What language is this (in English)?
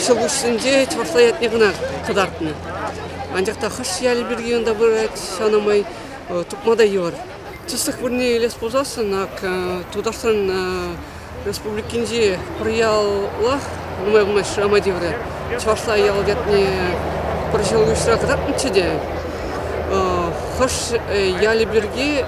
Chuvash